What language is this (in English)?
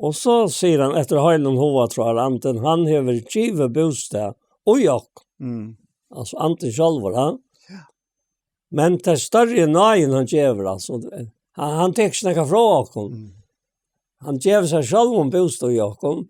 Faroese